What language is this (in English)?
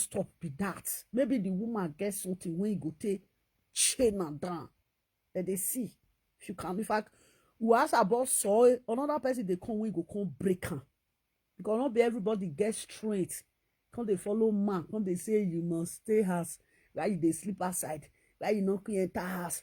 Nigerian Pidgin